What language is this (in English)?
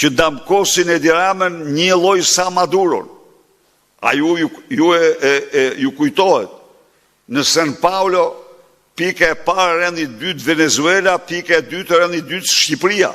Albanian